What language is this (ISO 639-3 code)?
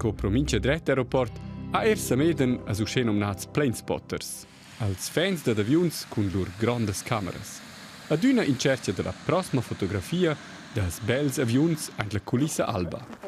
roh